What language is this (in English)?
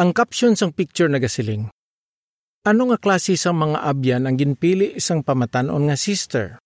Hiligaynon